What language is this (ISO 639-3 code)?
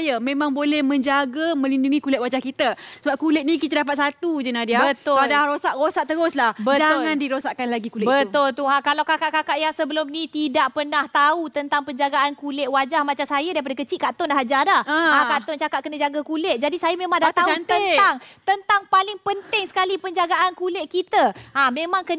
msa